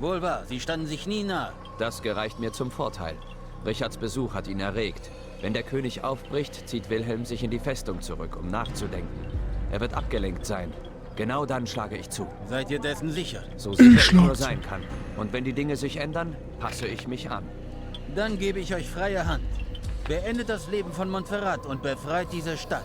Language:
Bavarian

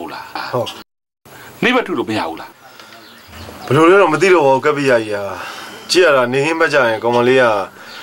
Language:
Burmese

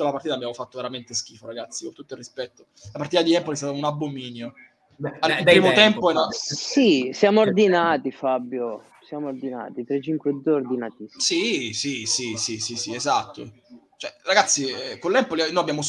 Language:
Italian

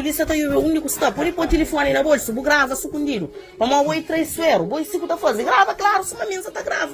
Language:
Kabuverdianu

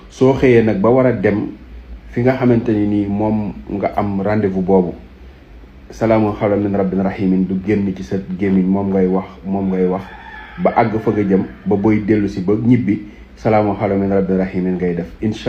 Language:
Wolof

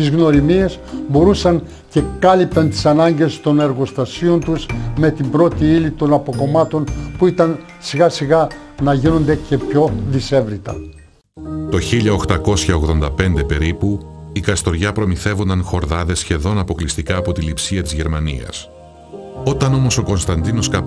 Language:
Greek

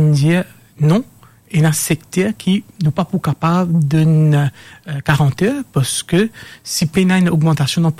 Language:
Morisyen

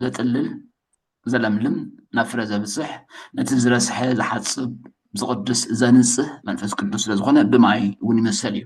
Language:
Tigrinya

